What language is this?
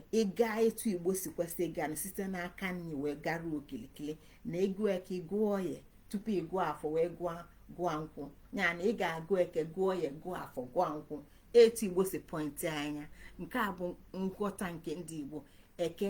Igbo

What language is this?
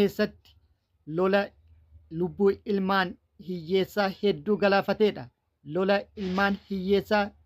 Oromo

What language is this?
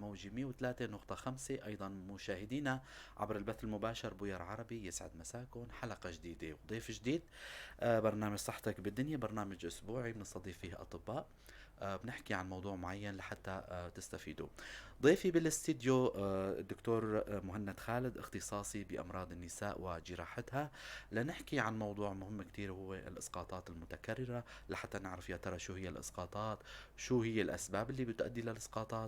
North Levantine Arabic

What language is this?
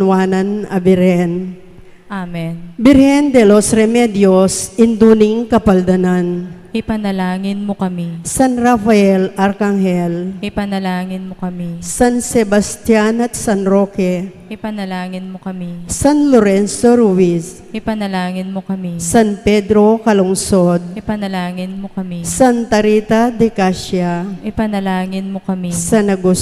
Pampanga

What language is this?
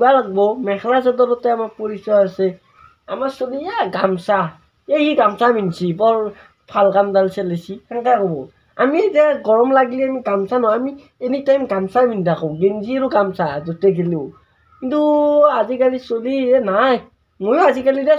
Assamese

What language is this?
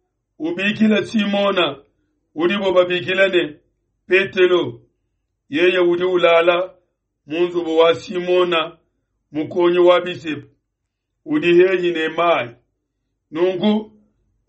Luba-Lulua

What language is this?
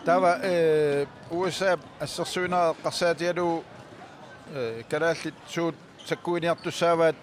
Kalaallisut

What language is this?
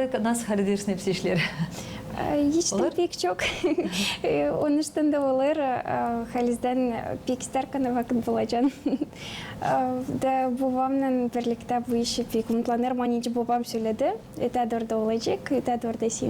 Gagauz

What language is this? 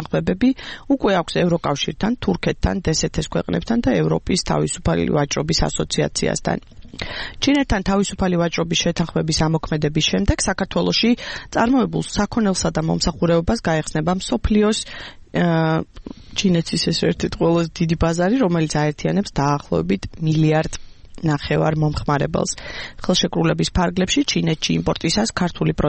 Georgian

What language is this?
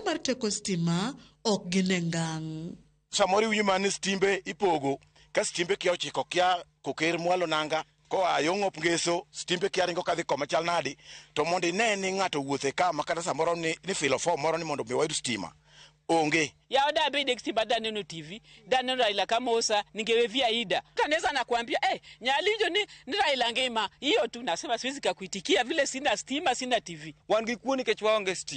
Luo (Kenya and Tanzania)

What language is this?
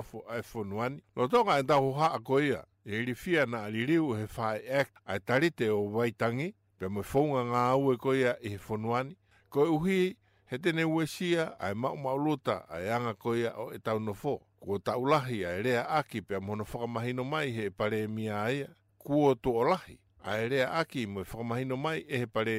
Tongan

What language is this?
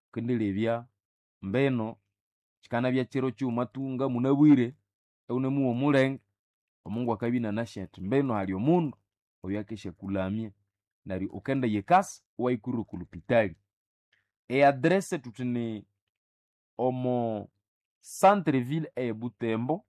Nande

